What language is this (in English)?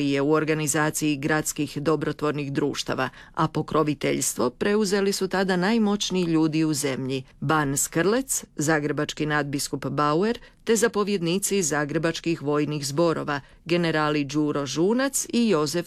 Croatian